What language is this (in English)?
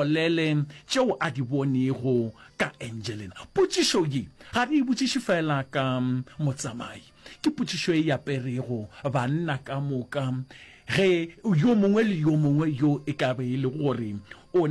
Northern Sotho